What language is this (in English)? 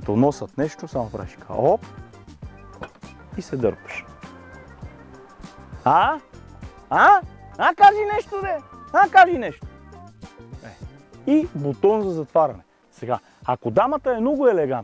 Bulgarian